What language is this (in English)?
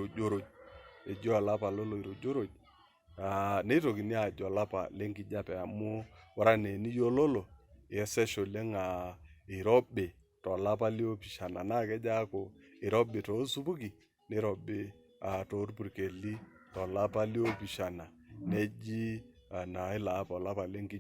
Masai